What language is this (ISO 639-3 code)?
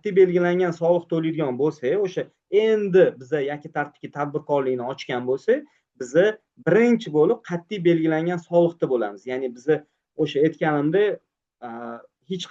uzb